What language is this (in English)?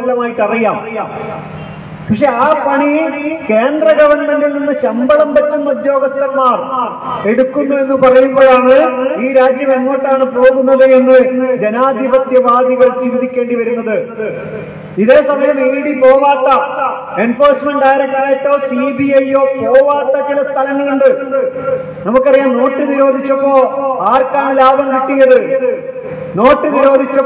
Malayalam